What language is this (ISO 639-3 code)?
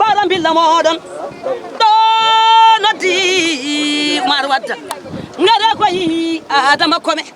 ful